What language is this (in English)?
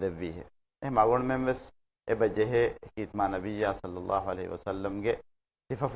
Divehi